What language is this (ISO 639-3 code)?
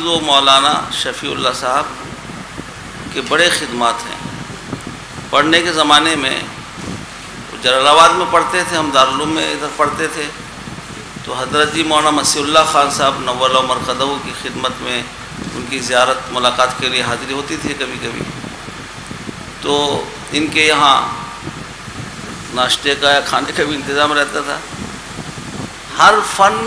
urd